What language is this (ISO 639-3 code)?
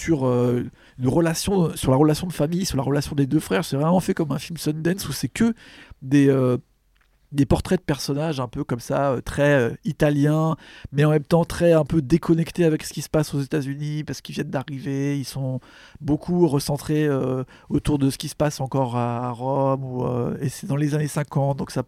fra